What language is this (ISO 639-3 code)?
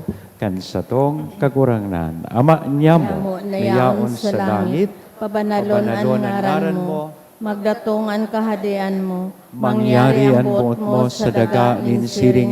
bik